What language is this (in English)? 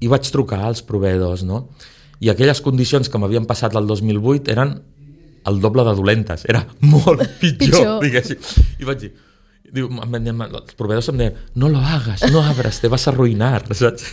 Catalan